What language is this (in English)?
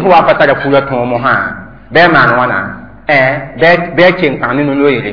Mossi